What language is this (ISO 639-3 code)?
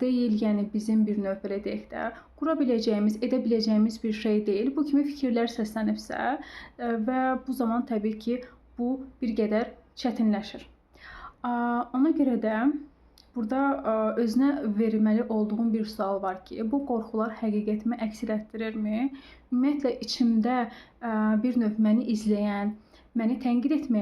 aze